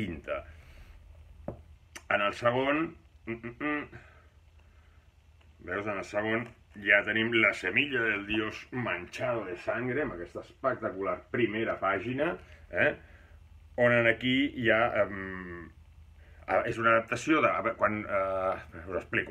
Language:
Catalan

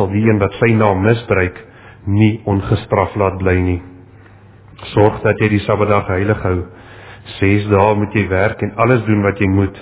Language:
Afrikaans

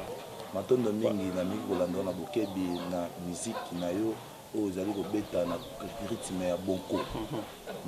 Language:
Lingala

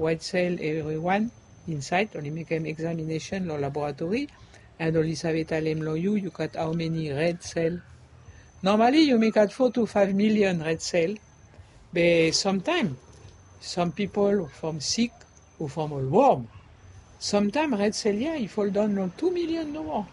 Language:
Bislama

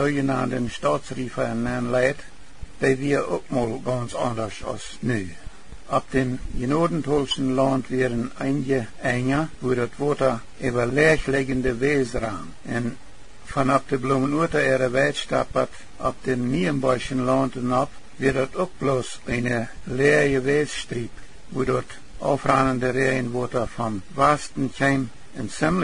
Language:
Plautdietsch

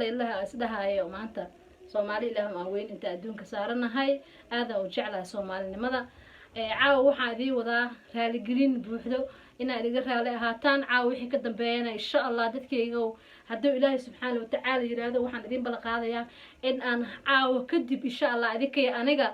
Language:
Somali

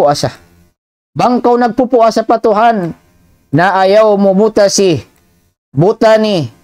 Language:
Tausug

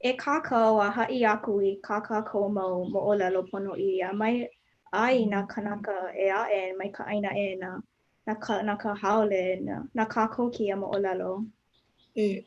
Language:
Hawaiian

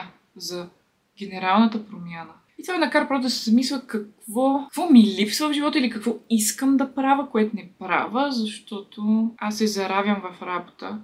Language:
Bulgarian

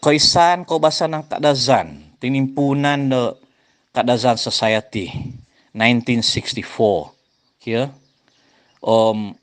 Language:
Central Dusun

